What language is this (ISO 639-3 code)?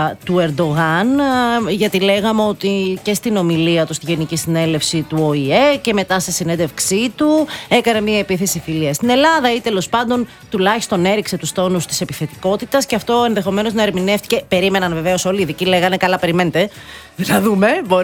ell